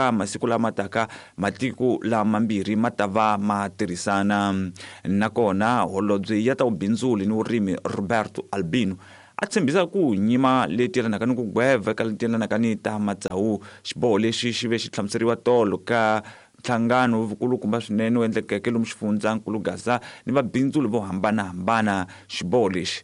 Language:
Tsonga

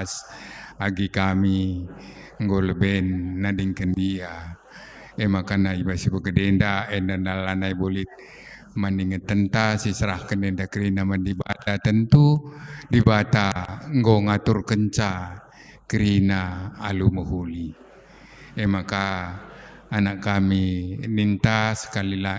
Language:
Batak Karo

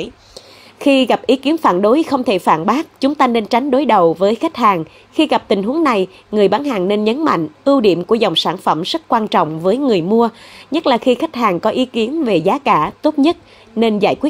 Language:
Vietnamese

